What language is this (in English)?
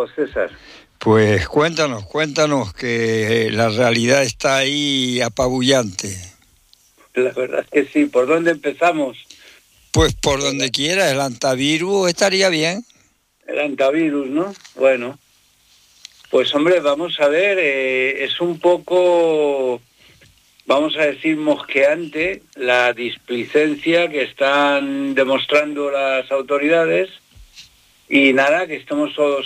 Spanish